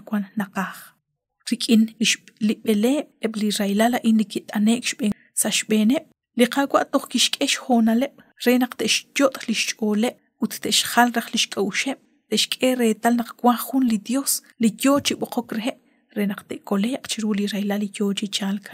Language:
Kekchí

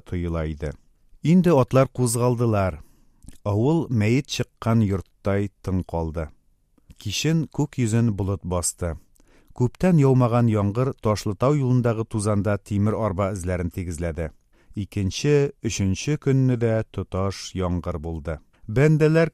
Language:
Tatar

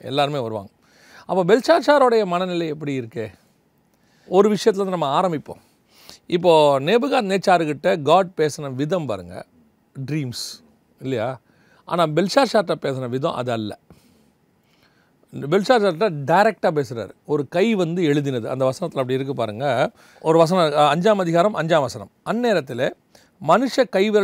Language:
Tamil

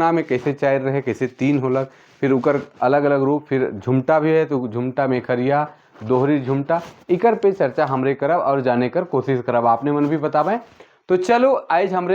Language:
Sadri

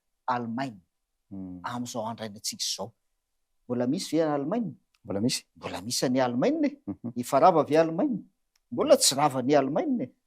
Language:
Malagasy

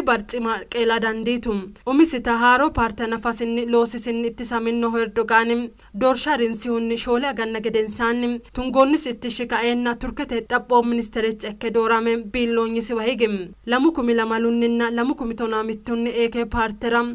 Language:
Sidamo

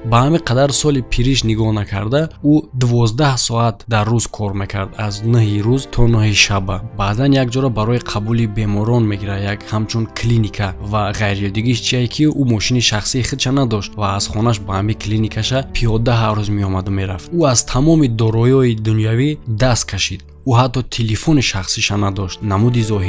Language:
Tajik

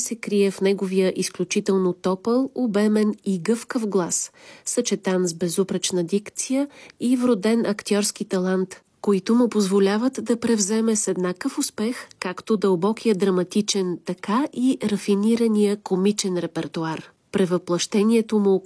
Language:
Bulgarian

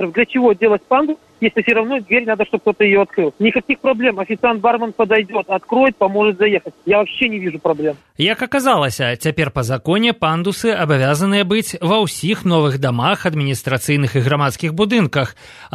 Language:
Belarusian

